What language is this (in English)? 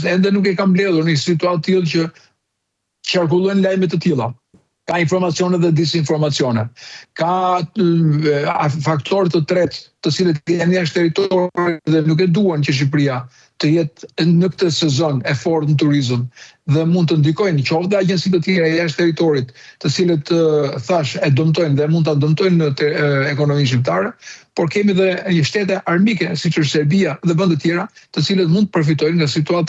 Albanian